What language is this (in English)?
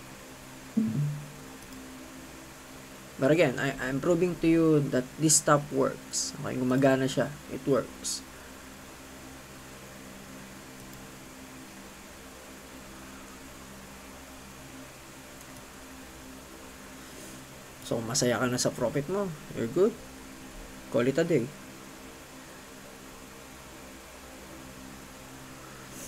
Filipino